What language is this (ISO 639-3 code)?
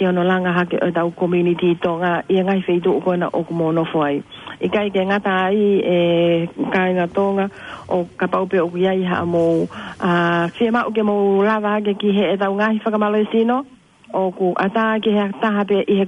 ton